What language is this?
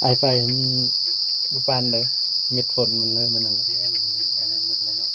Northeastern Thai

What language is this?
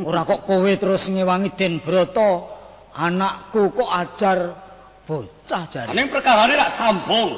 Javanese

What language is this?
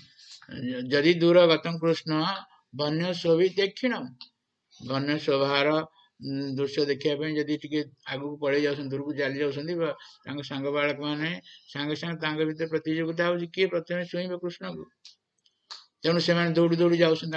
Odia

